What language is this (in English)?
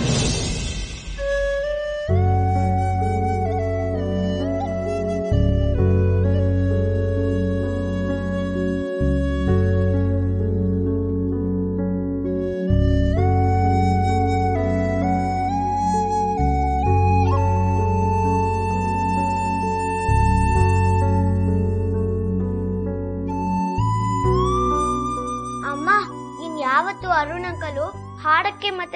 Kannada